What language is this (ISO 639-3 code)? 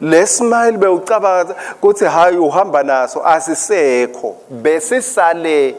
ssw